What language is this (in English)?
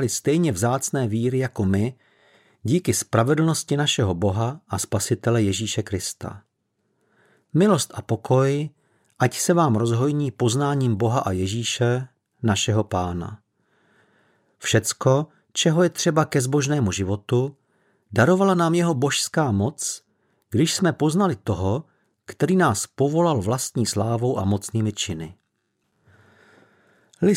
Czech